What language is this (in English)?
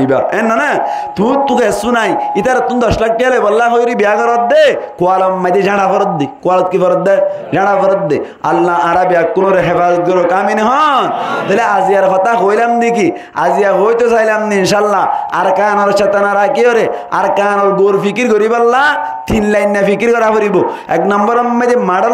Rohingya